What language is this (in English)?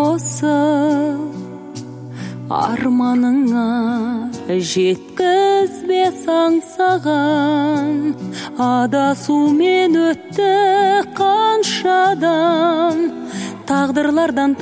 Kazakh